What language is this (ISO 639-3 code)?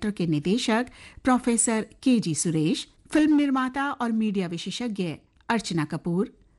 hin